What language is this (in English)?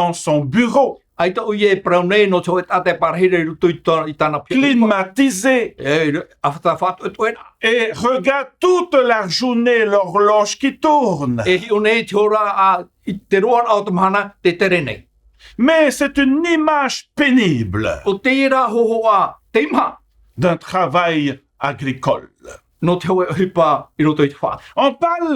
Tahitian